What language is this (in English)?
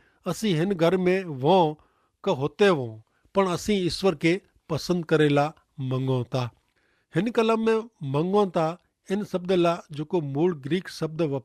Kachhi